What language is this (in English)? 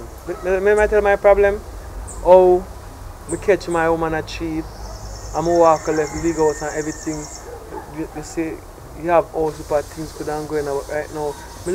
Jamaican Creole English